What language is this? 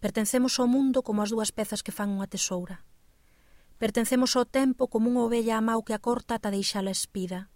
Galician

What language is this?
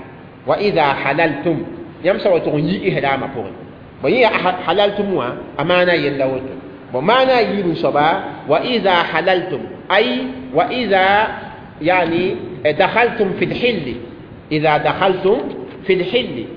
Mossi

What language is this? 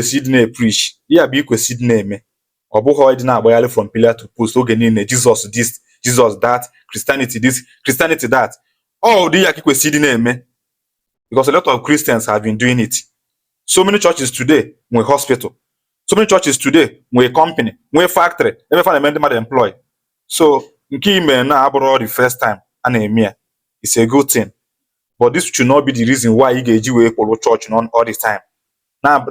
Igbo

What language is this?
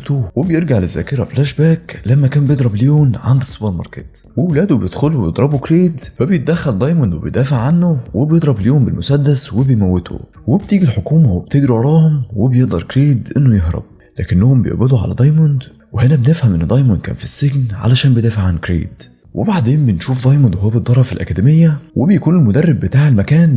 Egyptian Arabic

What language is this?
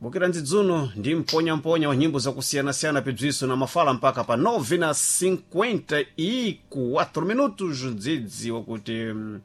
Sena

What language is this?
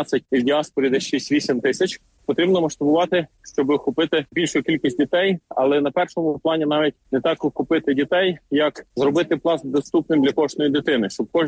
Ukrainian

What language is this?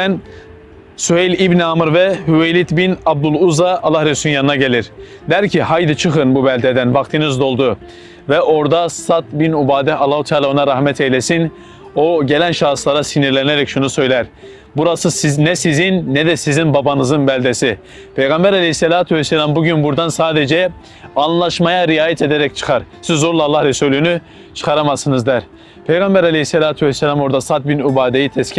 Turkish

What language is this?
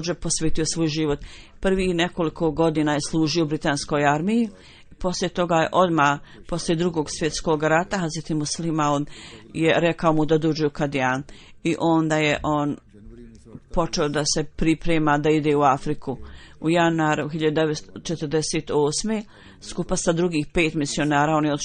Bosnian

